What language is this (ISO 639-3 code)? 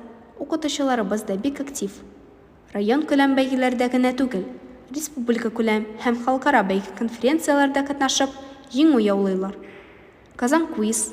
tat